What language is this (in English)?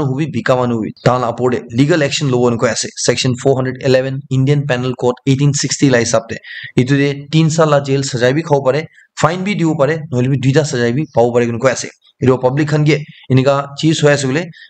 Naga Pidgin